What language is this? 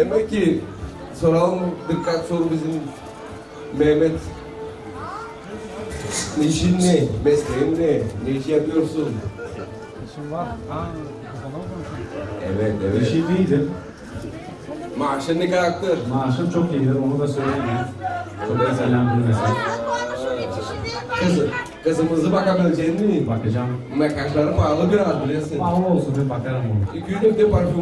Turkish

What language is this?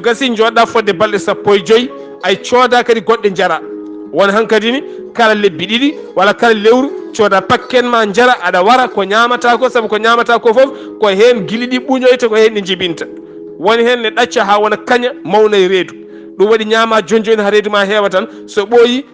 Fula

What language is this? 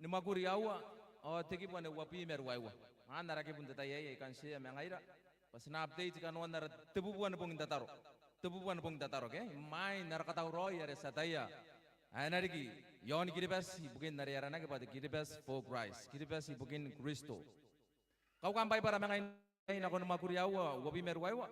Gilbertese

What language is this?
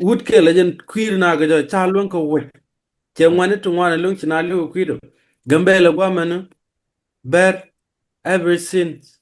Nuer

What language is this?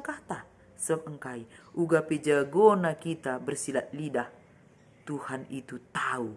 Batak Karo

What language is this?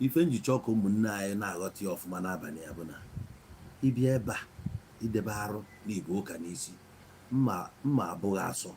Igbo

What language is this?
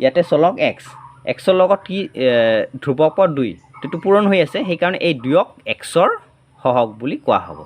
Assamese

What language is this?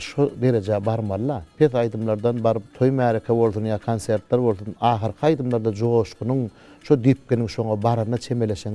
Turkmen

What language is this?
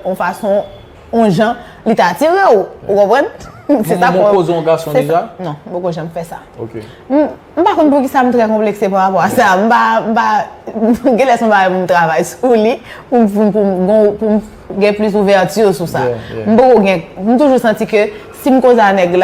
Haitian Creole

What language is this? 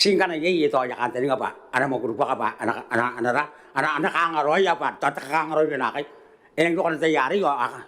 Gilbertese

